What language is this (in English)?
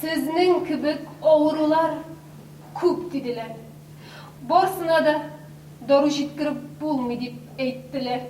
Tatar